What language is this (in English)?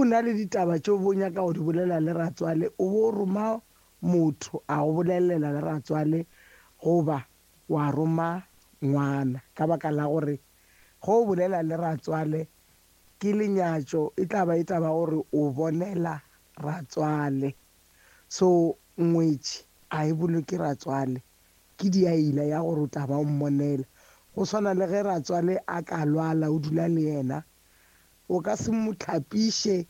Northern Sotho